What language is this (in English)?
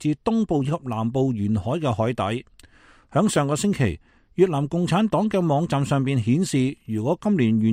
Cantonese